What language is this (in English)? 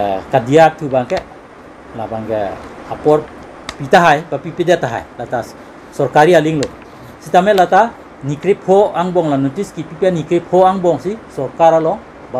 Karbi